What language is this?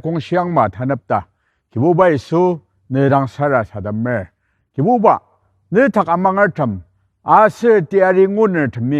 Ao Naga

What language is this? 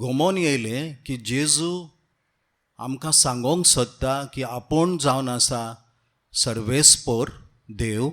Konkani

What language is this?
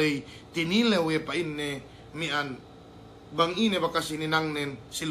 Yakan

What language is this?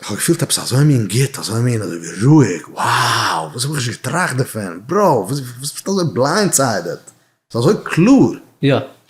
Yiddish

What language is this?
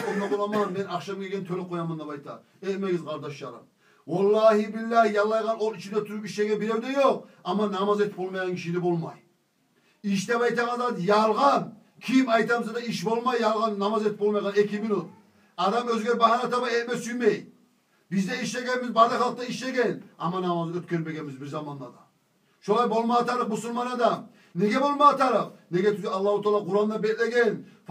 Kumyk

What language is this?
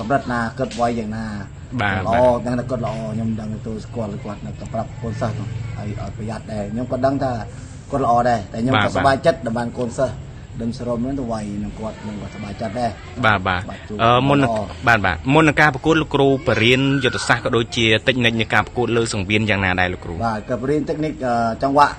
Khmer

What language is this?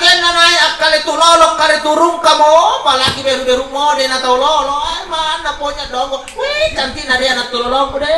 Makasar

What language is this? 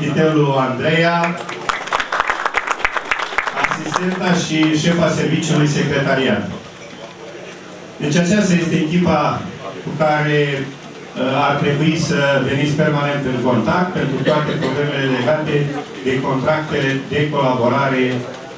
Romanian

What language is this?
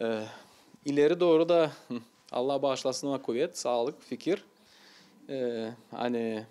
Gagauz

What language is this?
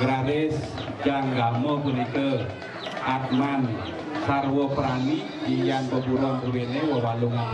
Balinese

